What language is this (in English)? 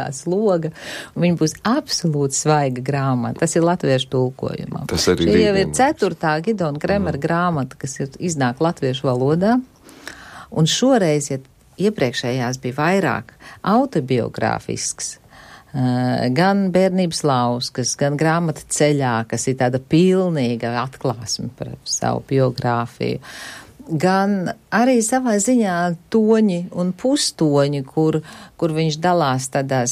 Latvian